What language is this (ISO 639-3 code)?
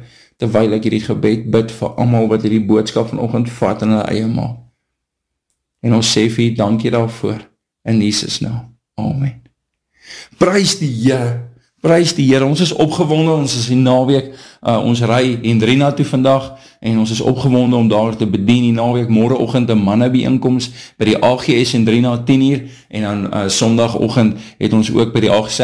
afr